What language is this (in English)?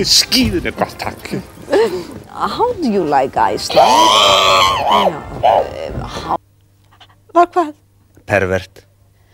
Icelandic